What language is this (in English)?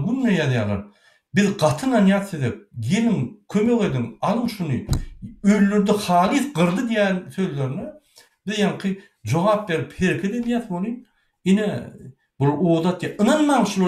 Turkmen